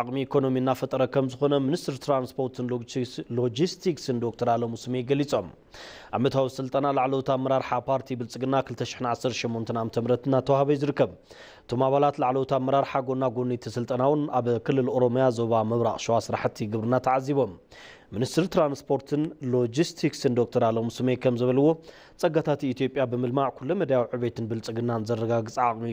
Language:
Tigrinya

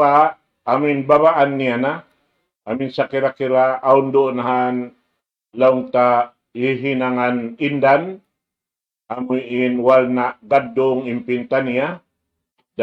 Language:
Tausug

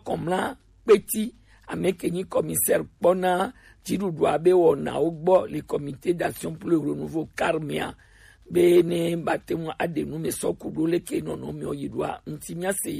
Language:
Gen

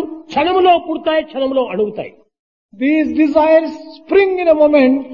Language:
Telugu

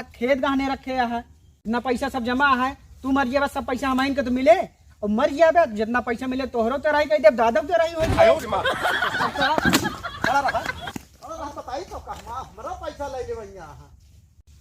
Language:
Awadhi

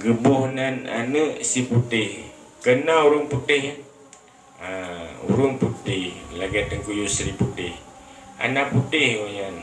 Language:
Achinese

